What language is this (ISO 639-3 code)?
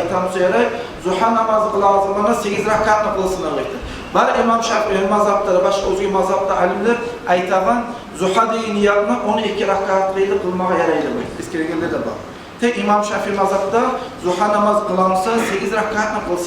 kum